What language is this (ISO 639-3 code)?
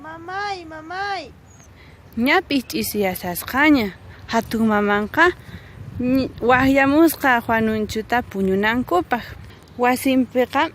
que